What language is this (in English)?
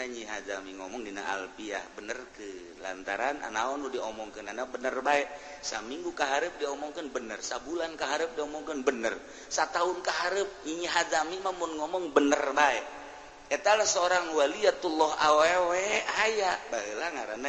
Sundanese